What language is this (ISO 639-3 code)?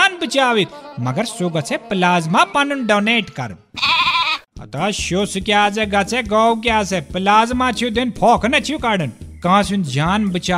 kas